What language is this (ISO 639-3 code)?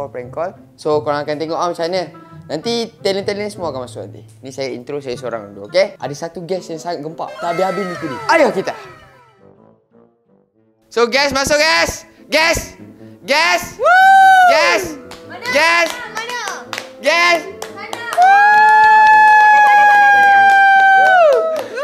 msa